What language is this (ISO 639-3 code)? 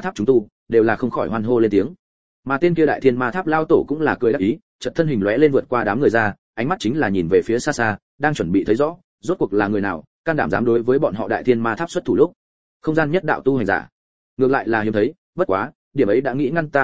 vie